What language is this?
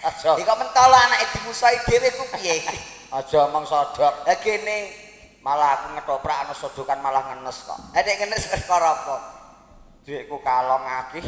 Javanese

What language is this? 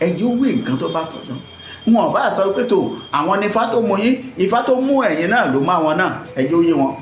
Yoruba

